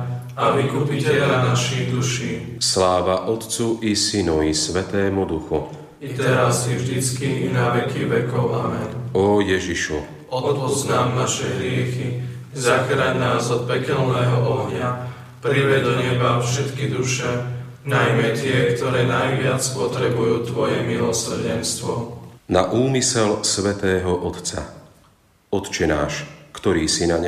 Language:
Slovak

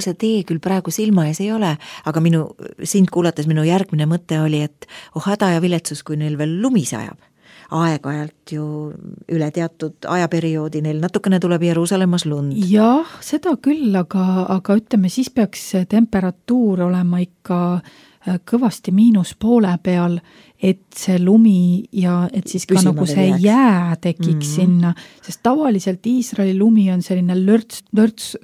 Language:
Estonian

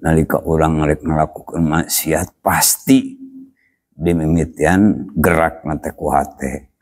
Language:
Sundanese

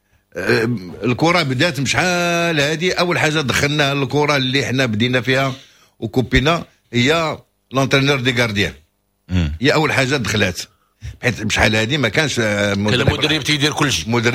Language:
Moroccan Arabic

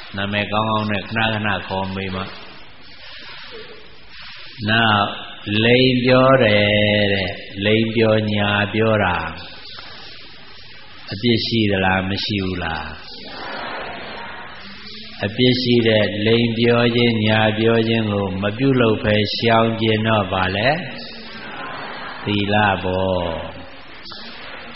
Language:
Burmese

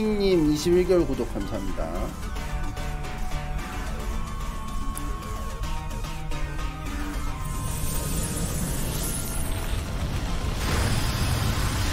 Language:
Korean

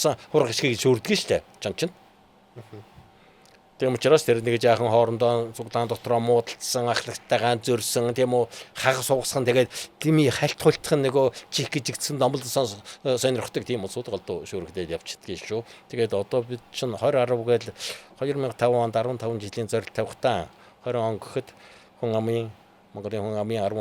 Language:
Mongolian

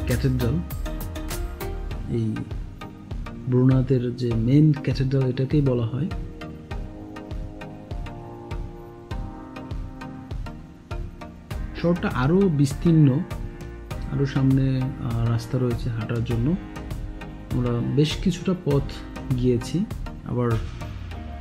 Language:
Bangla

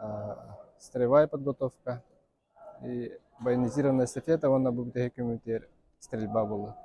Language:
Yakut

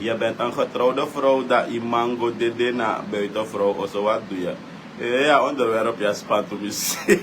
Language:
Sranan Tongo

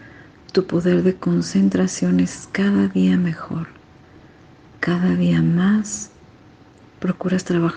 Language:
Spanish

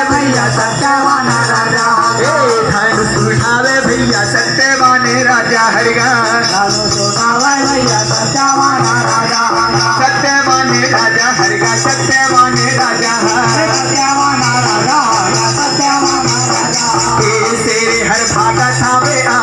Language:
Chhattisgarhi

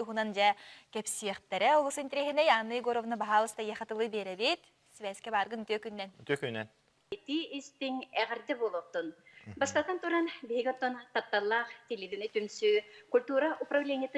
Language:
Yakut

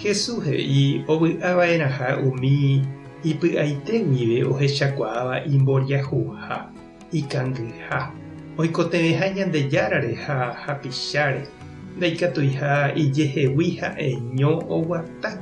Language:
Guarani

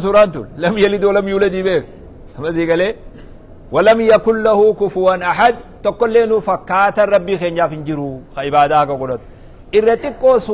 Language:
Oromo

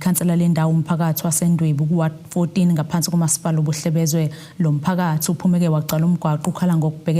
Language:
Zulu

